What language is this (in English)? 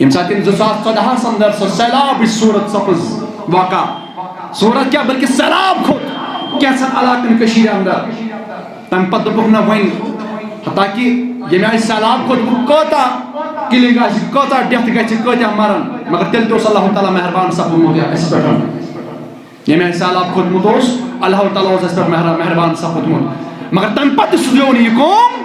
Kashmiri